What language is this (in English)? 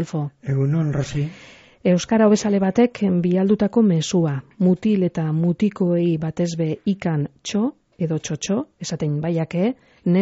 Basque